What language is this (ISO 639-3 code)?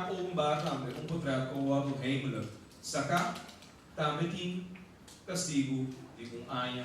pap